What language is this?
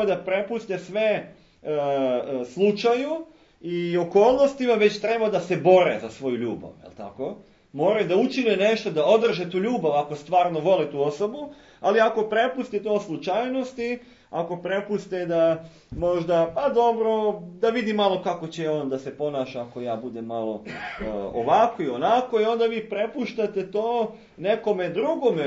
Serbian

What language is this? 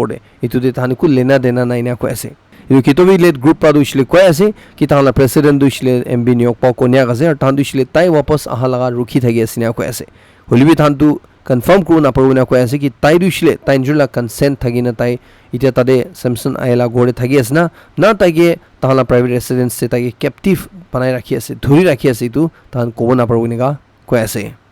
Naga Pidgin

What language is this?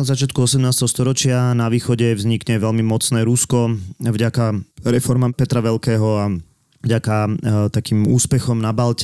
Slovak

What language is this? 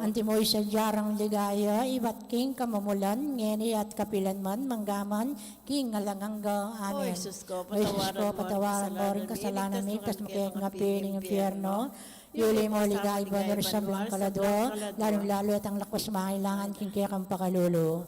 Pampanga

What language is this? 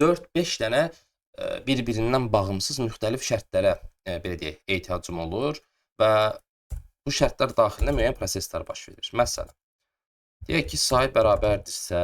Azerbaijani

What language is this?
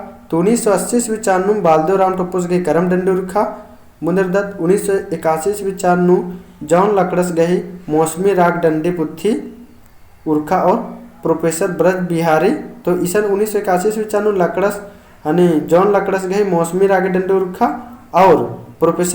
Kurukh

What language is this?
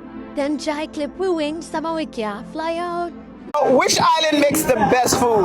Jamaican Creole English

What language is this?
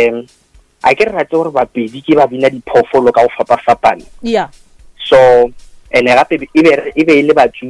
Northern Sotho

